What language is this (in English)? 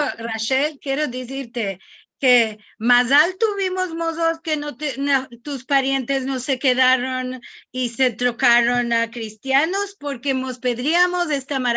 Ladino